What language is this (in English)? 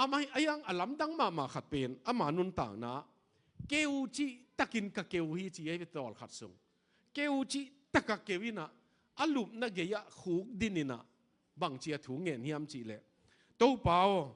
Tedim Chin